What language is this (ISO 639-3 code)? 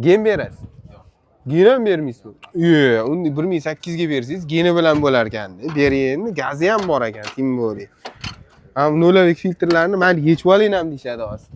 uzb